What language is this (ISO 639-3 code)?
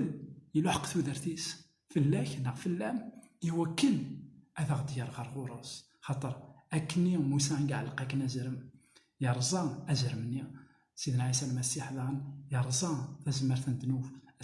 kab